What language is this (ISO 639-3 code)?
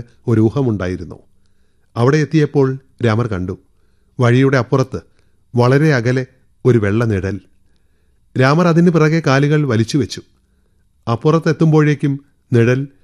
mal